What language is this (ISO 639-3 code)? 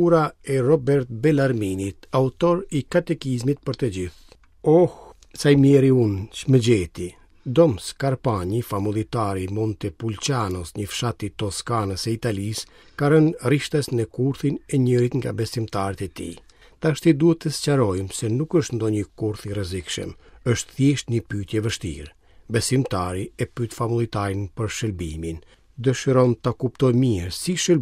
sqi